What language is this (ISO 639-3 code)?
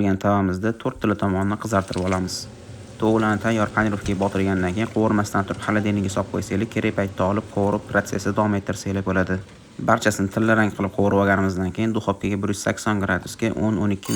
uzb